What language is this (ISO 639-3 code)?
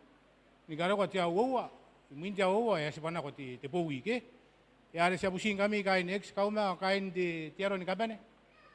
gil